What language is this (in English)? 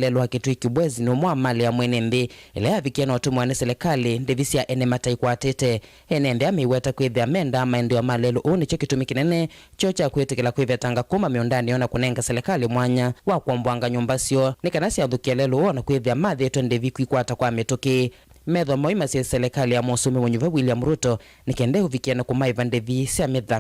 Kamba